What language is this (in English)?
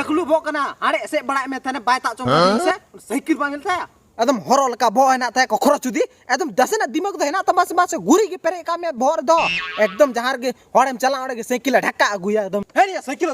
Santali